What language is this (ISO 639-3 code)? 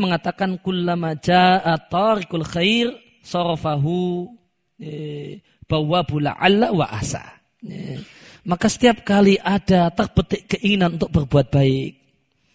ind